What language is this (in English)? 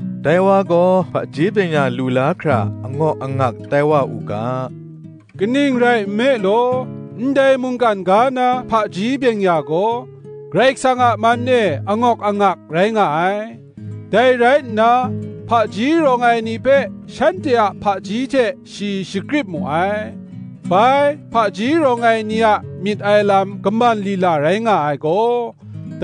Kachin